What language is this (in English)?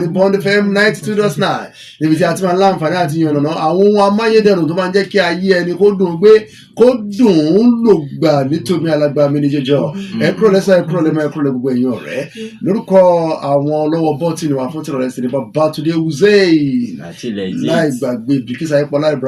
Yoruba